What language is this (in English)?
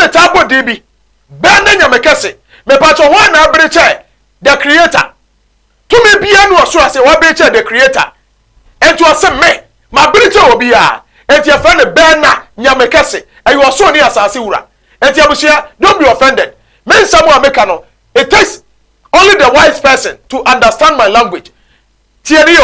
Akan